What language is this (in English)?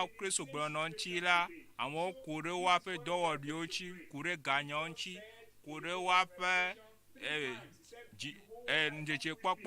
Ewe